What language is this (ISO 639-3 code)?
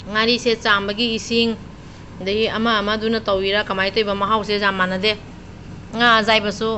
mni